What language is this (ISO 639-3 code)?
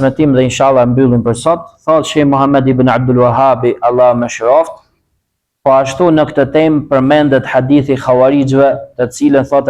sqi